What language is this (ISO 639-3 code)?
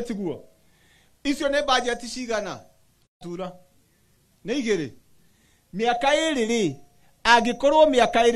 kik